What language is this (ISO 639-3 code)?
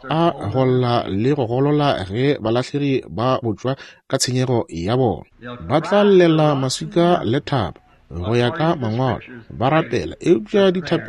nso